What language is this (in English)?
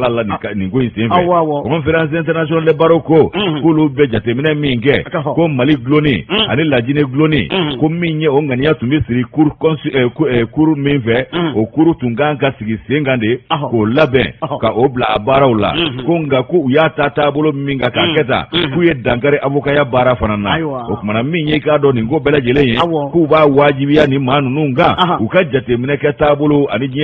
Bambara